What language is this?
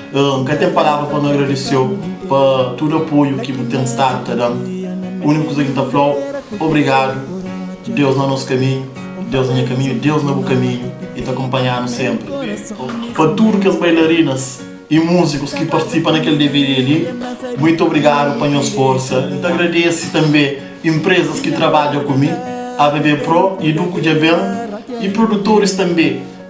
Kabuverdianu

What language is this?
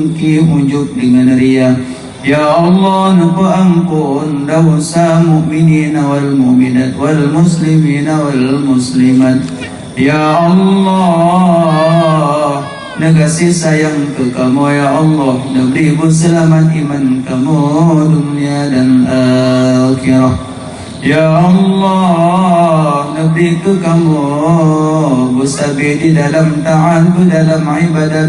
Achinese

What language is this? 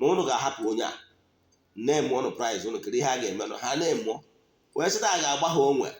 Igbo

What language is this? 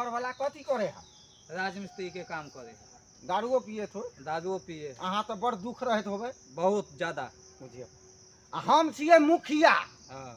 Maithili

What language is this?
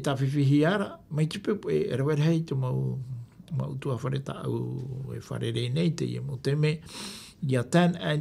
Tahitian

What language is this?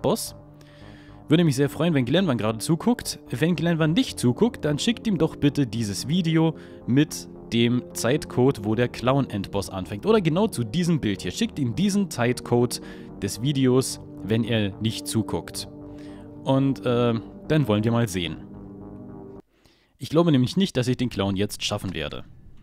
German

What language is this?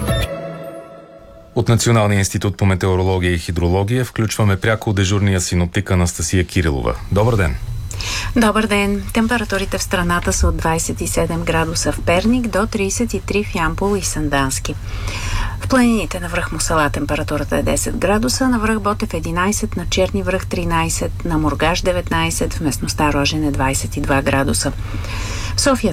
Bulgarian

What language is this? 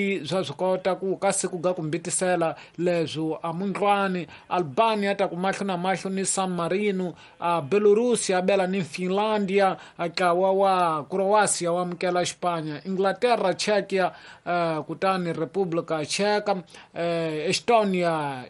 Tsonga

